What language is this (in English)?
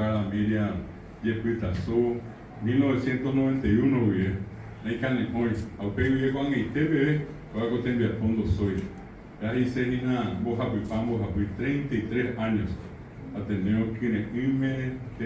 Guarani